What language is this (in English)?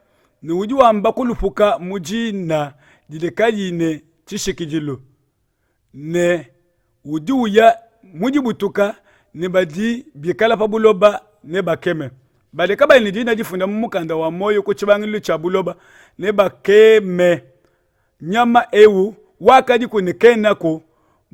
Luba-Lulua